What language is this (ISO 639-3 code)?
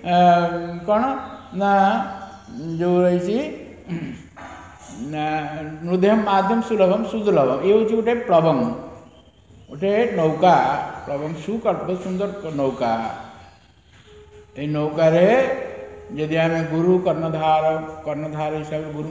ori